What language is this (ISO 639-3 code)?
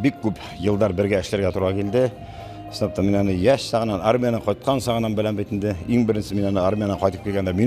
bak